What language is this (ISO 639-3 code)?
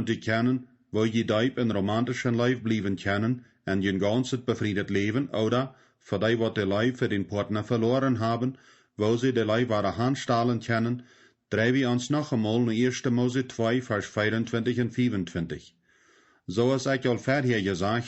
pdt